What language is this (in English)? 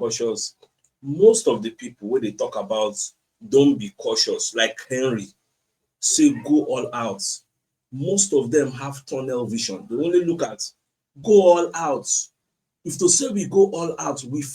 Nigerian Pidgin